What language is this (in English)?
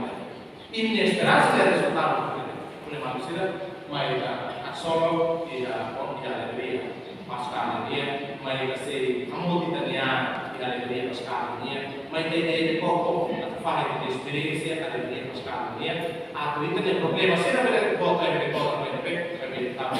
Tetum